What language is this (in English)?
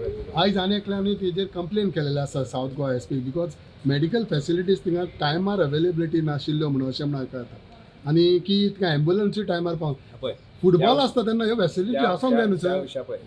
Konkani